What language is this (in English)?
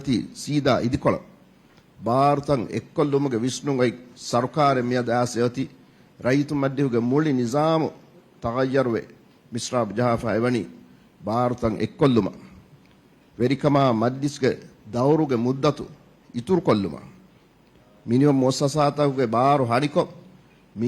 Divehi